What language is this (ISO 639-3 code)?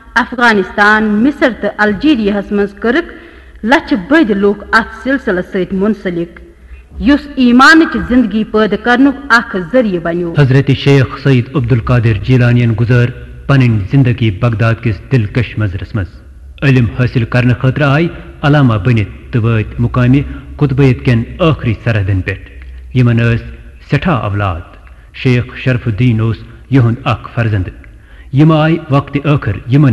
kas